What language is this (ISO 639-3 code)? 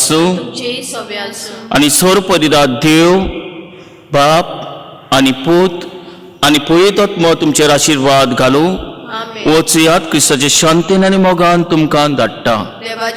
kok